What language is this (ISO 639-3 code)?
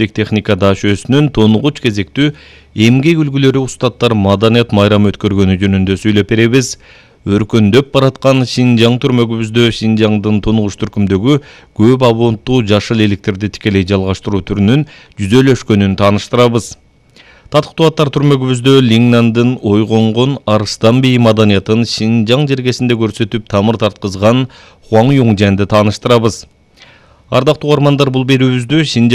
kir